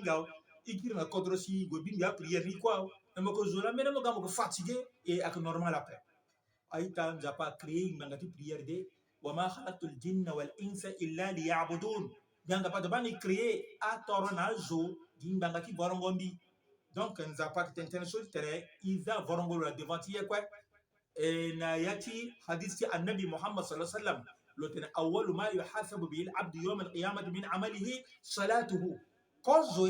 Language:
Sango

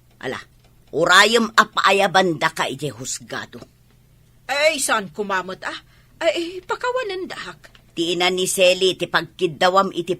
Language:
Iloko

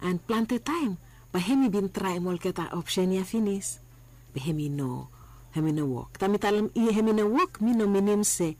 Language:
Bislama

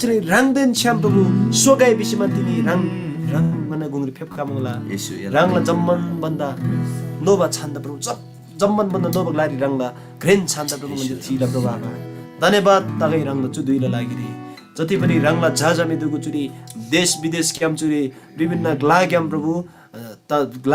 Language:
Eastern Tamang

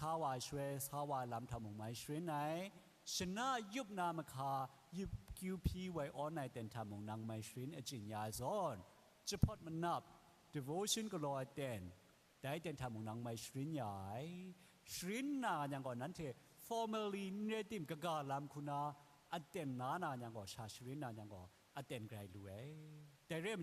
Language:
Kachin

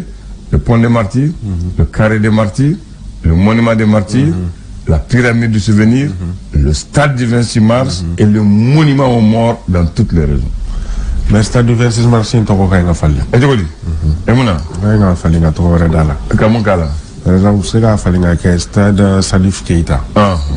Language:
Bambara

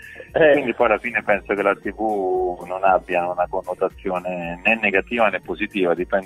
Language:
Italian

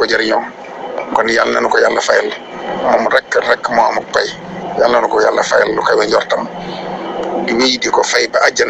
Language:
Wolof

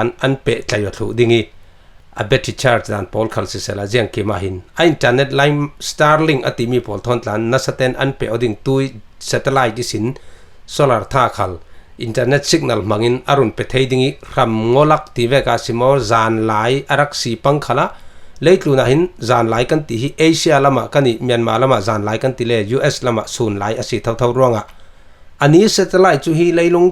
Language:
Falam Chin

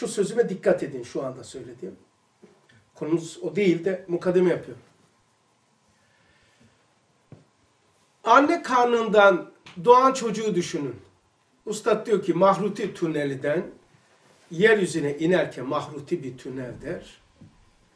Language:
Turkish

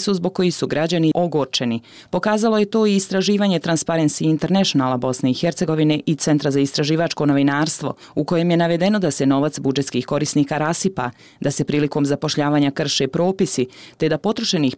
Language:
Bosnian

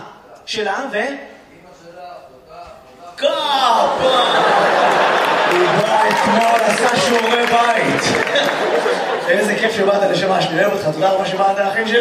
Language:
Hebrew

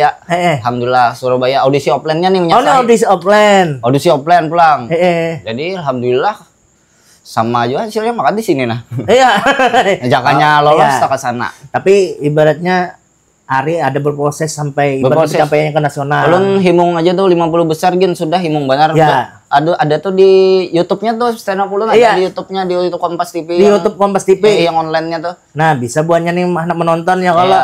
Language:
Banjar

